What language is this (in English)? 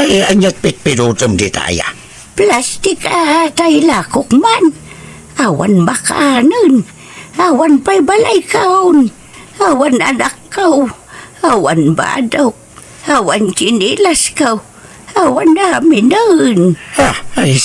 Iloko